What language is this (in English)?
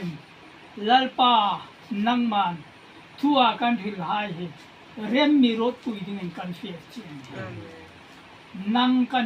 Hmar